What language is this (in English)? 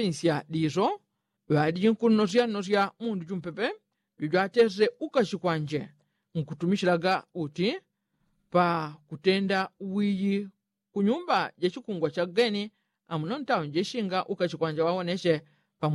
Yao